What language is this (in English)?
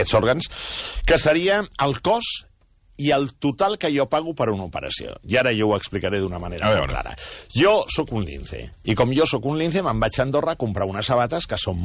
Catalan